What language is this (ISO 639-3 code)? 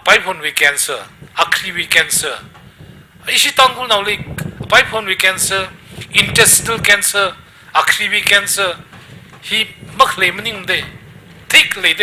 nmf